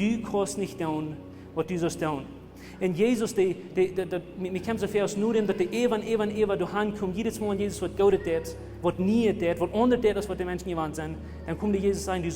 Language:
Plautdietsch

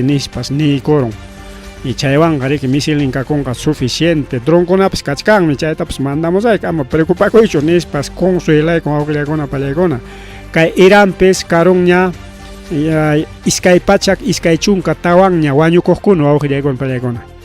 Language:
Ayacucho Quechua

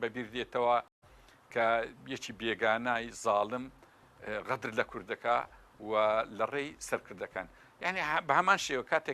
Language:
Central Kurdish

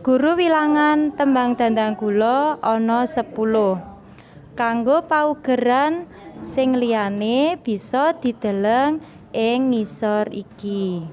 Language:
Javanese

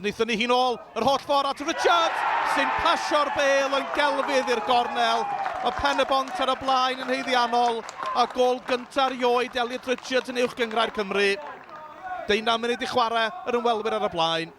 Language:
Welsh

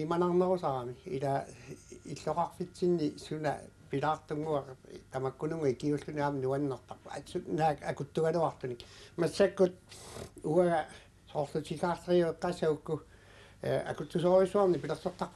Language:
Kalaallisut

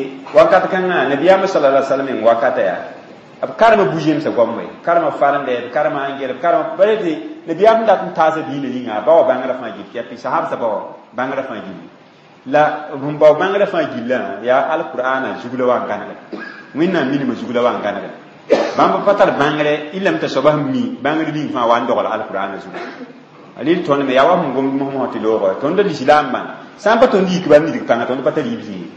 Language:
Mossi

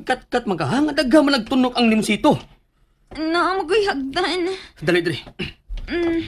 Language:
Cebuano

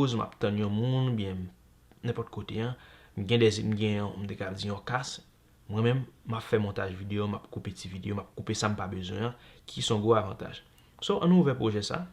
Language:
Haitian Creole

